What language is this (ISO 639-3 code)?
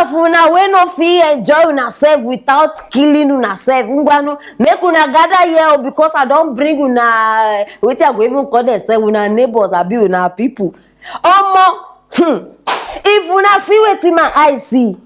pcm